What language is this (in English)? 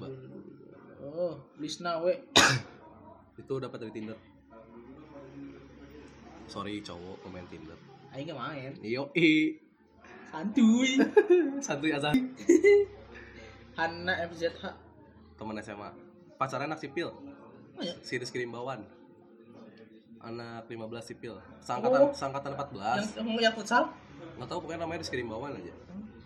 Indonesian